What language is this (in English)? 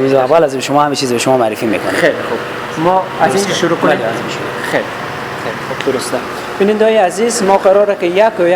Persian